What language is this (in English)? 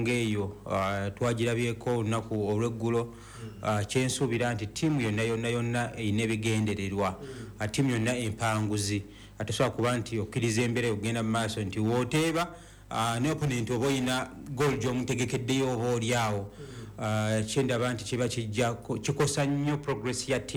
Ganda